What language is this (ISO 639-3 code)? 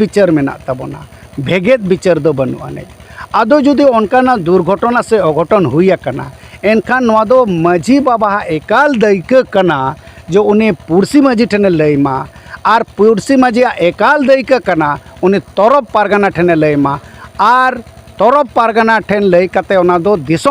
sat